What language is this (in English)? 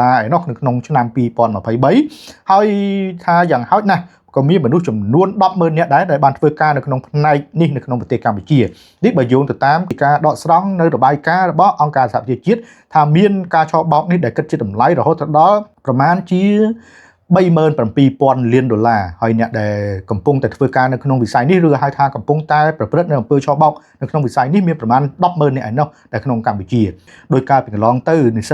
Khmer